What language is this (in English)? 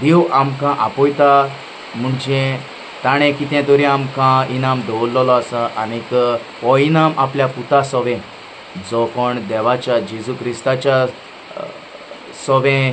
Konkani